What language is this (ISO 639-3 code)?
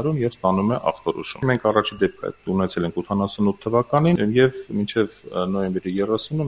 hye